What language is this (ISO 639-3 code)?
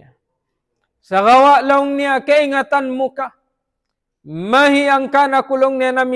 tsg